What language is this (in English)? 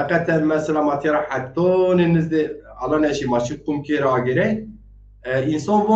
Zaza